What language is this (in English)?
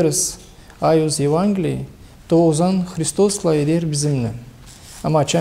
Gagauz